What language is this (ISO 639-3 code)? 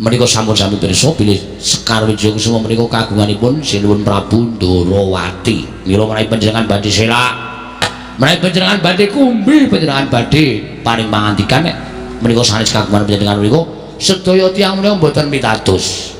jav